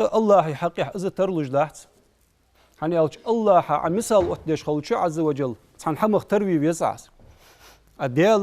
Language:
Ingush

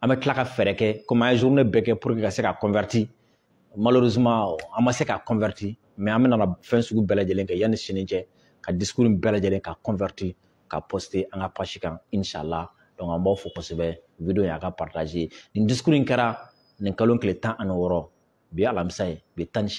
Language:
Bambara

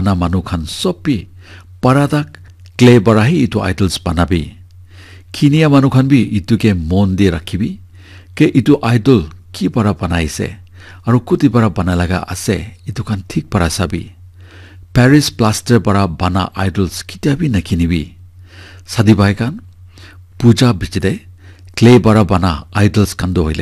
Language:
Naga Pidgin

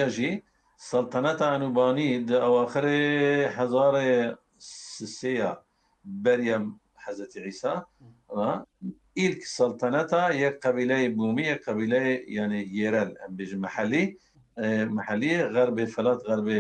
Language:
Kurdish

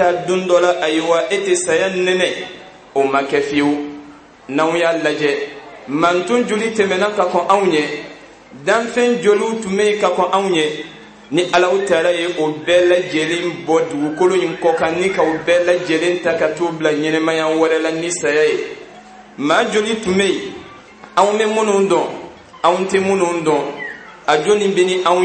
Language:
Bambara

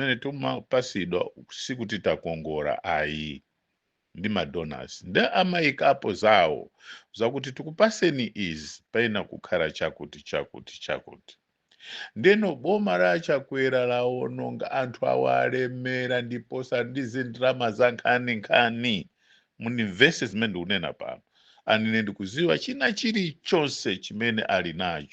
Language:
Nyanja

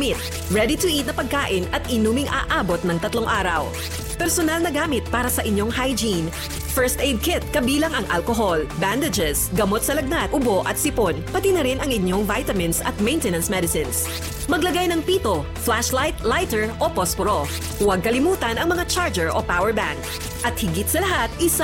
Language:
Filipino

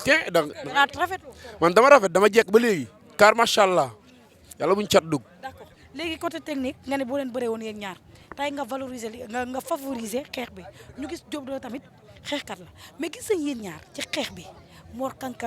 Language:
Wolof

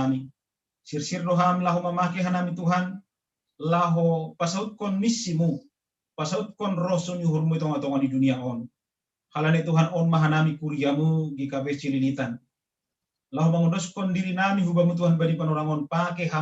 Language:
Batak Simalungun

